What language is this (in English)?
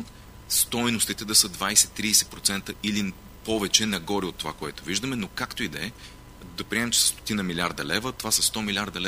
Bulgarian